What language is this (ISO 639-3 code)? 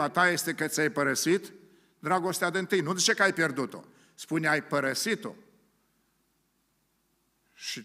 ron